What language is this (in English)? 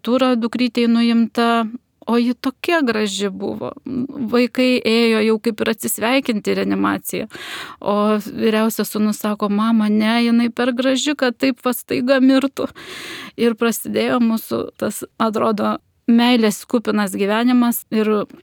Lithuanian